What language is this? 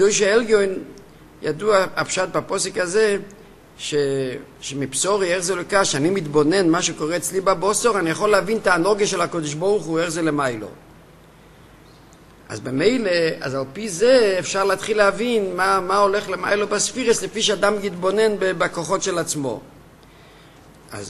Hebrew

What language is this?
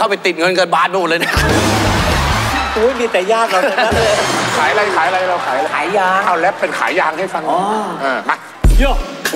Thai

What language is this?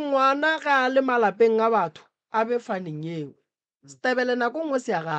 Northern Sotho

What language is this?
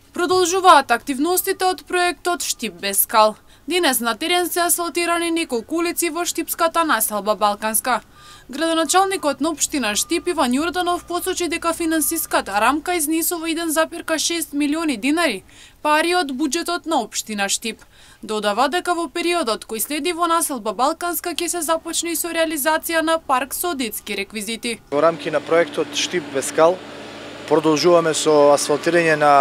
Macedonian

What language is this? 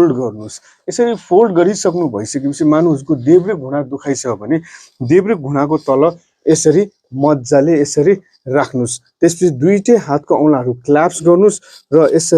Nepali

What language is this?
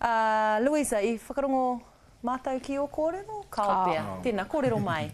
Māori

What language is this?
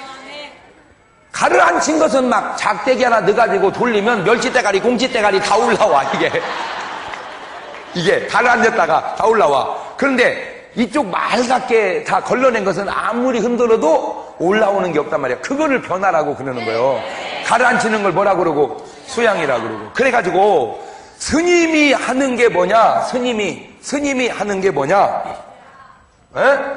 Korean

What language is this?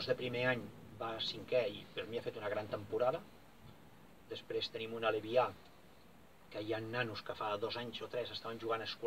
Catalan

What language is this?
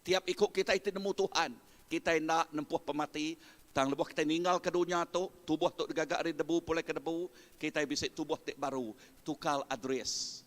Iban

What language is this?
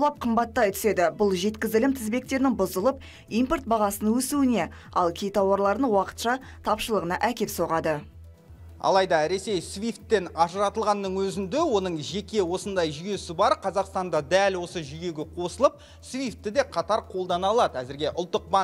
Kazakh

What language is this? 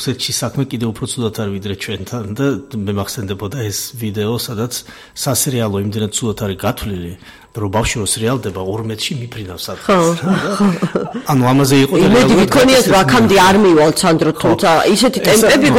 Georgian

